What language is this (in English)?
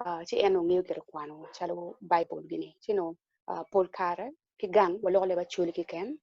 Acoli